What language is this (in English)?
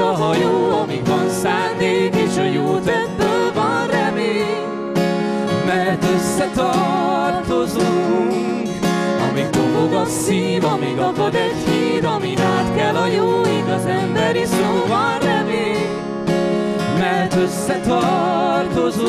Hungarian